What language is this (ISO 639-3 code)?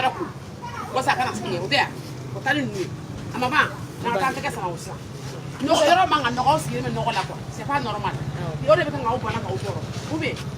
bam